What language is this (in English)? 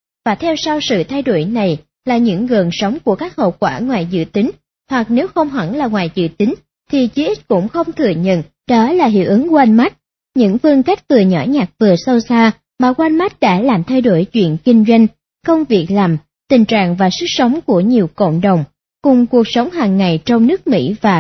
Vietnamese